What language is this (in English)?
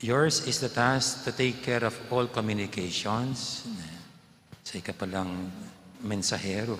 Pampanga